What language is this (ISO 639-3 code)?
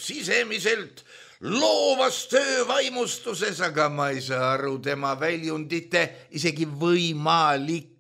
est